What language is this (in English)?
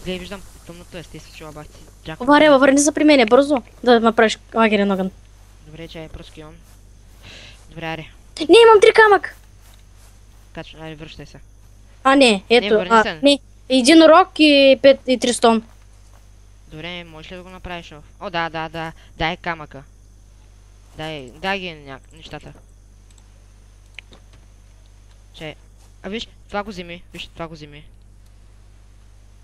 Bulgarian